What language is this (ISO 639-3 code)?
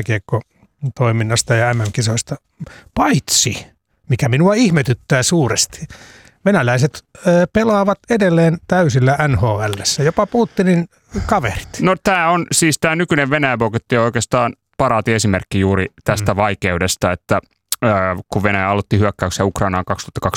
fin